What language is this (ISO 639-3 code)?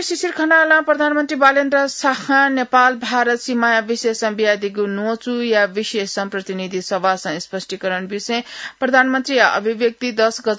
new